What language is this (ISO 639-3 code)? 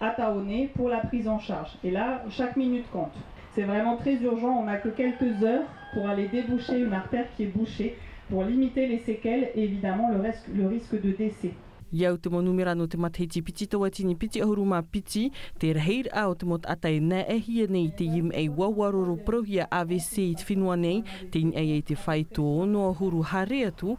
tah